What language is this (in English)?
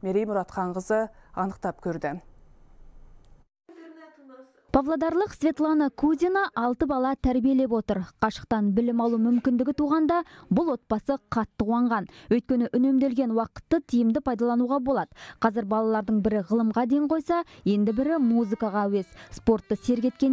Kazakh